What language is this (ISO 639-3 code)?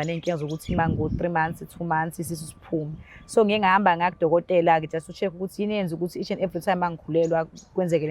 zul